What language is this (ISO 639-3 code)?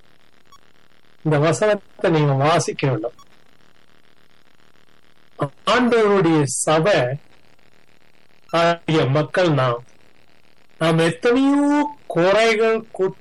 tam